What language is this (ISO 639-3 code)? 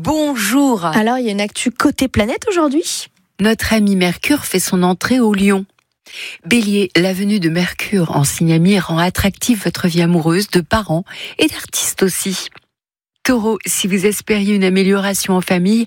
fra